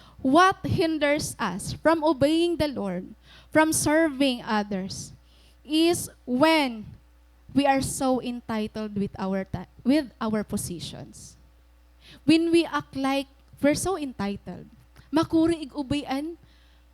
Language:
Waray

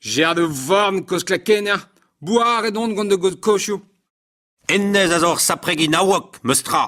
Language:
Breton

